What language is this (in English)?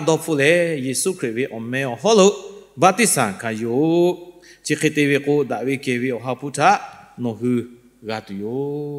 Lahu